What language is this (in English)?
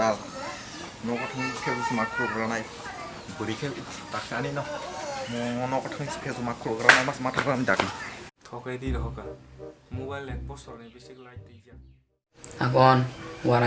Kok Borok